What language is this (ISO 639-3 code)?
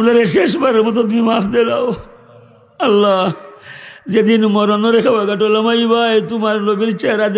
syl